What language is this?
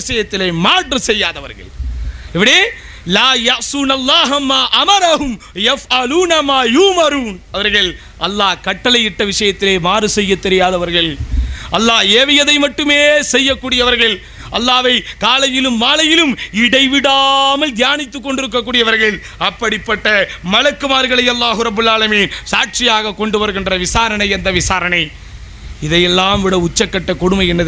Tamil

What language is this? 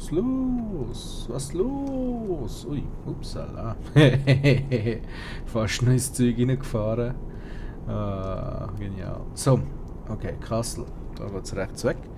Swiss German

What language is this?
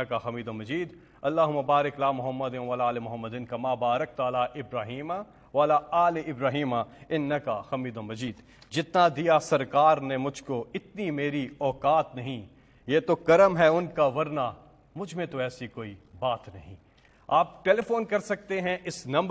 Urdu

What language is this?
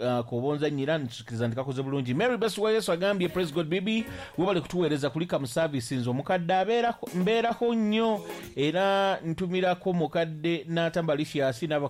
Ganda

